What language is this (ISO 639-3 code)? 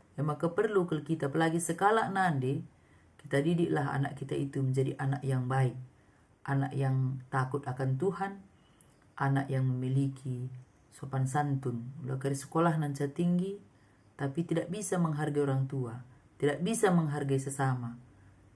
btx